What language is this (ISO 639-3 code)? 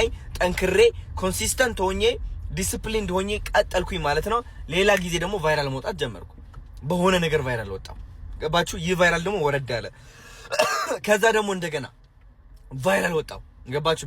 amh